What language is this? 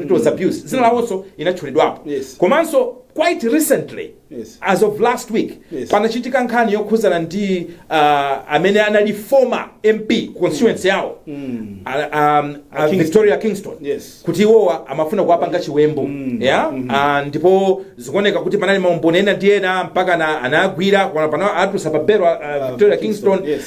Nyanja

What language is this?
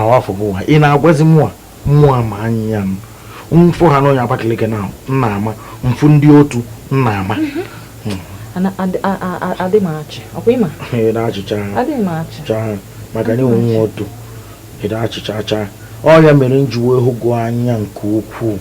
Igbo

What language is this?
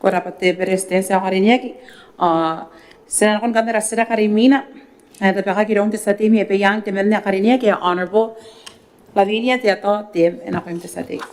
Gilbertese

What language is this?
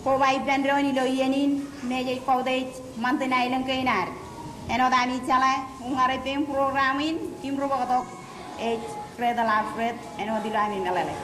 Marshallese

